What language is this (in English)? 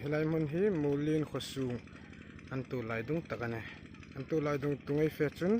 Hmar